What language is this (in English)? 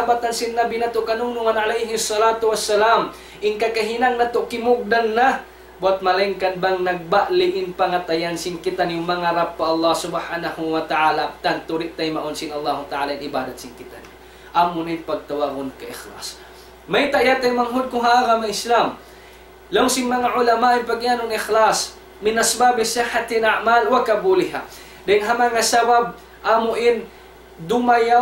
Tausug